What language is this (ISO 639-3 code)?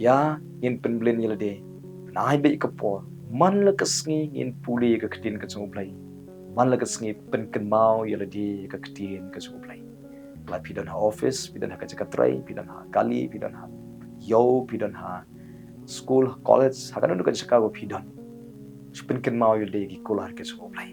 kha